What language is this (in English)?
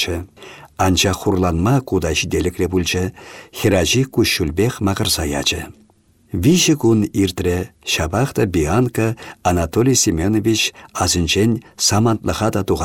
Chuvash